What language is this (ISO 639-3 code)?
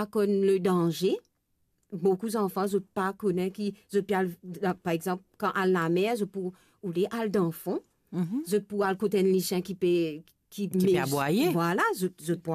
mfe